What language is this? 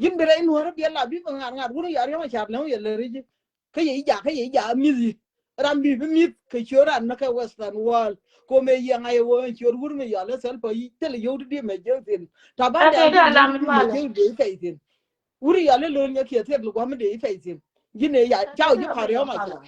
Nuer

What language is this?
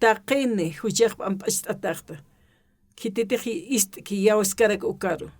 Aymara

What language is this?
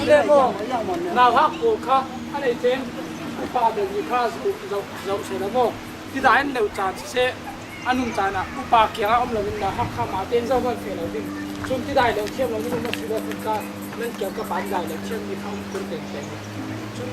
Falam Chin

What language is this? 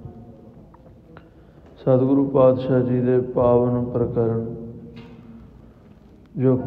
Punjabi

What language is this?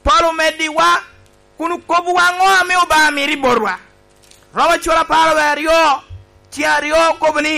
Lango (Uganda)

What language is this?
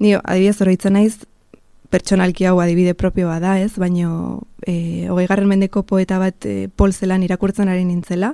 Basque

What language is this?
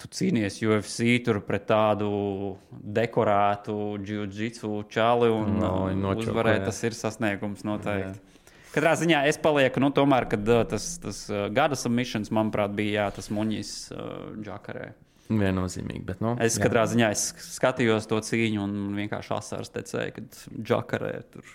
Latvian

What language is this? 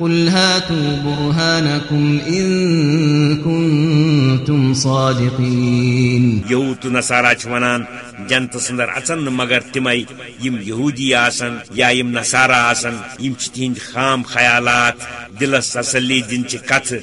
Kashmiri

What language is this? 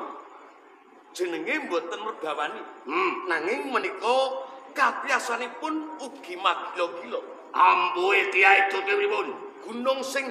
Javanese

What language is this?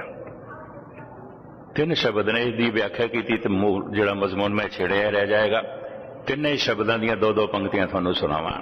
Punjabi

